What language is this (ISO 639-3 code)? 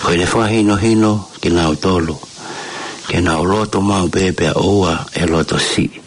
ton